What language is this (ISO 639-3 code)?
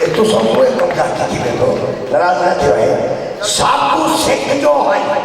skr